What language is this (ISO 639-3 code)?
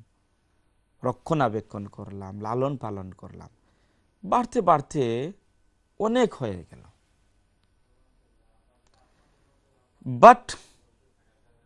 ben